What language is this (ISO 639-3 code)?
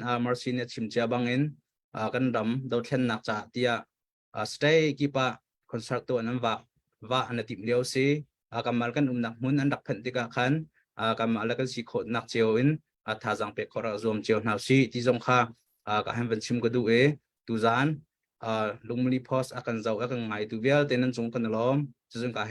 cnh